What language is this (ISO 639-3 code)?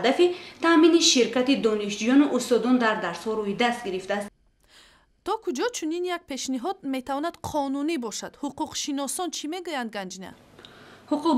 tgk